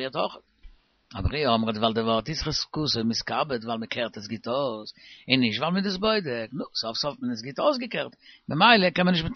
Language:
Yiddish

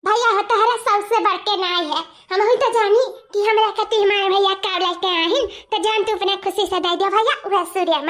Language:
Awadhi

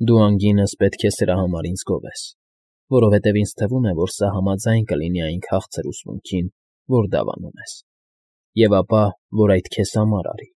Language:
Armenian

